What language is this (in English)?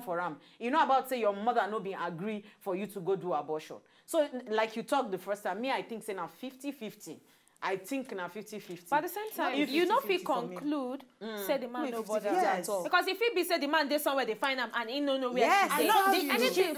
Nigerian Pidgin